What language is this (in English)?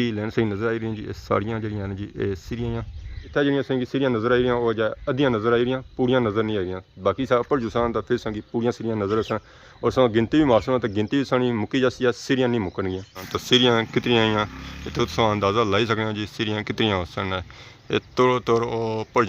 Pahari-Potwari